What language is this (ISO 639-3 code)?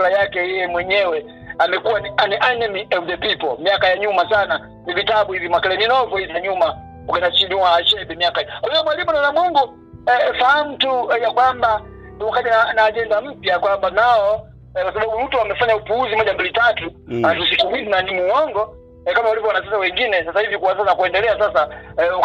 swa